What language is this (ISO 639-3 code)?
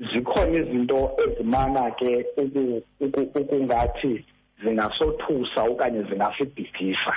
xho